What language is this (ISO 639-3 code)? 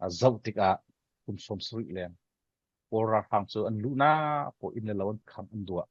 cfm